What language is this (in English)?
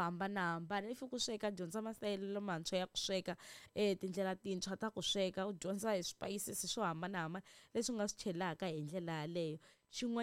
Tsonga